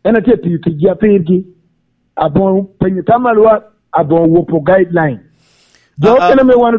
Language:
Lango (Uganda)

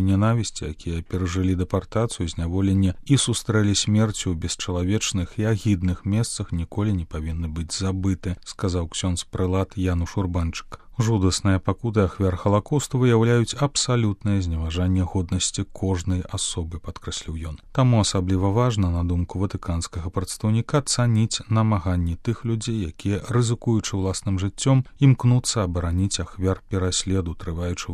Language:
Belarusian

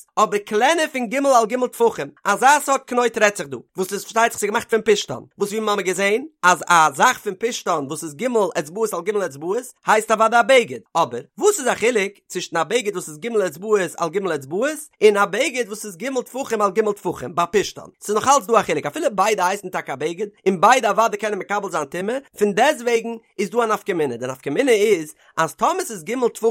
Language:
Yiddish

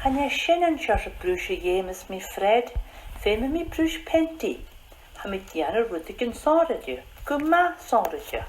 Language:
Scottish Gaelic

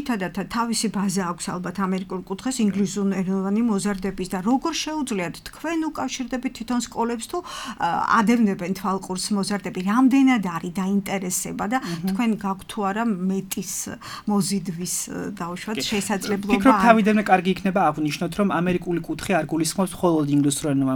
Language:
Georgian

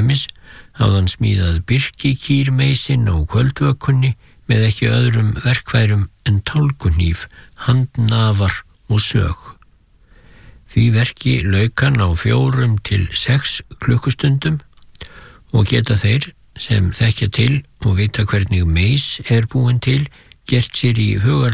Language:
Icelandic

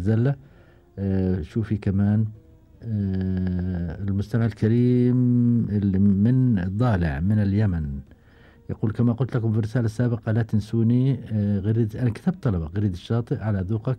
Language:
Gulf Arabic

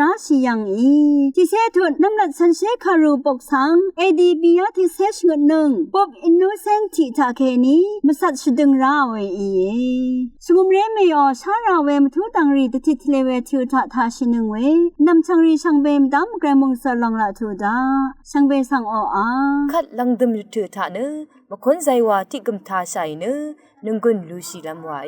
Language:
Rawang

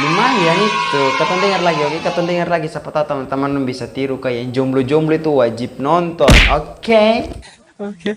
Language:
Ambonese Malay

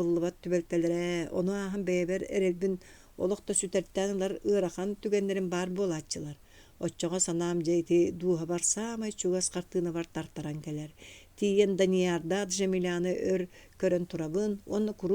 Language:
Yakut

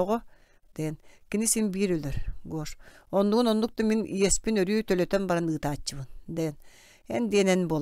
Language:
Yakut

